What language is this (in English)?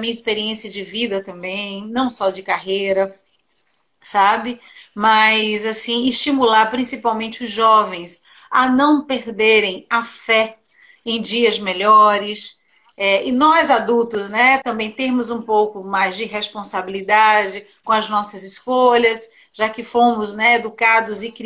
Portuguese